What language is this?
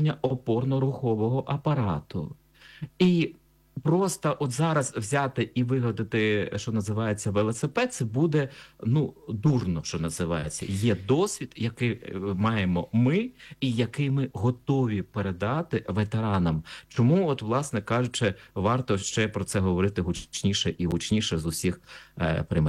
Ukrainian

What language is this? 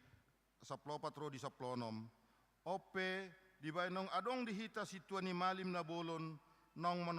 Batak Toba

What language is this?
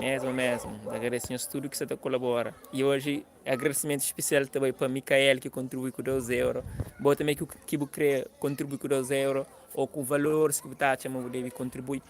Kabuverdianu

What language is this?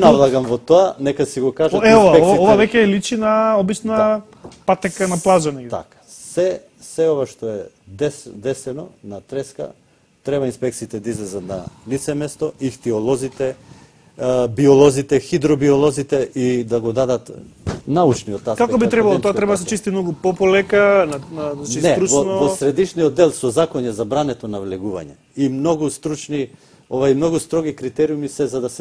Macedonian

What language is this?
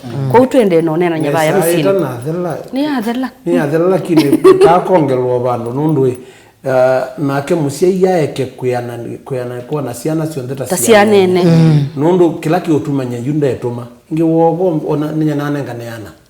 Kamba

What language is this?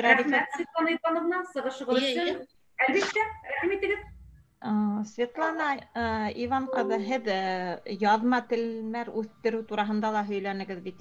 Bashkir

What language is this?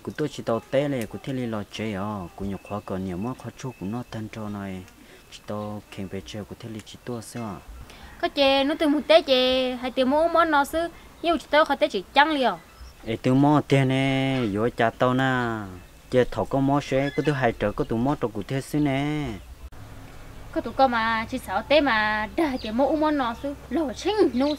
Vietnamese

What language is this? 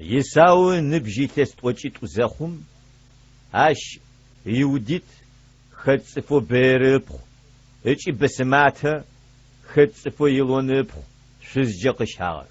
Adyghe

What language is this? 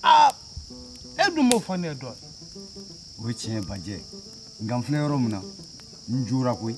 Bambara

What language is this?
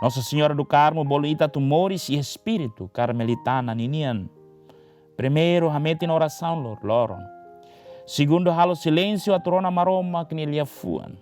Tetum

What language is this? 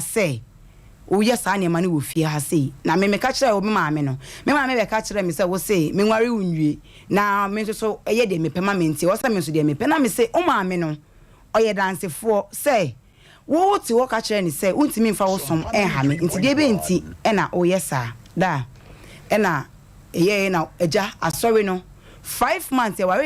Akan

